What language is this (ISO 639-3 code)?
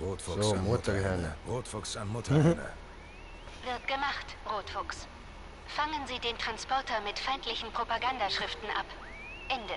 gsw